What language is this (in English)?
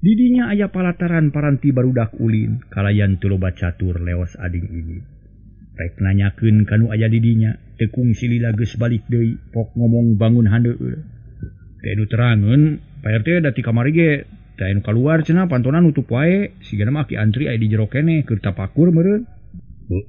Sundanese